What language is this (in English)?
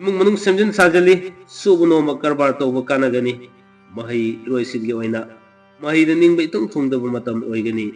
Manipuri